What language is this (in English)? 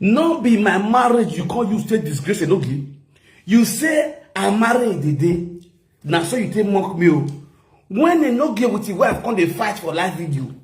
Nigerian Pidgin